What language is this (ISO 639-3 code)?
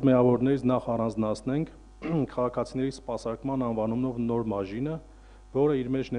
hye